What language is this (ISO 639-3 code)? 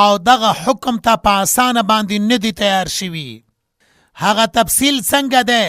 pus